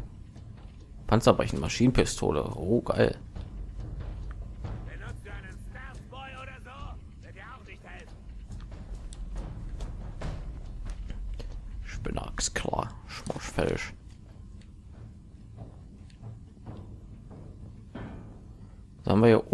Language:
German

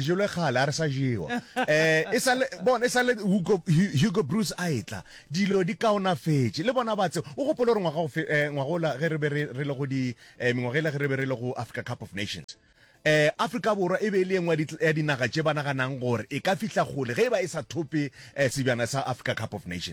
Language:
Northern Sotho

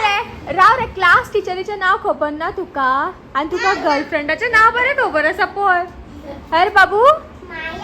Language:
Konkani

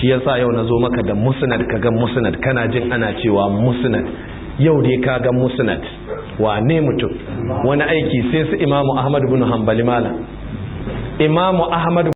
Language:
Hausa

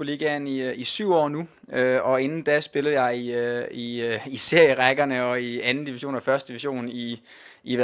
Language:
Danish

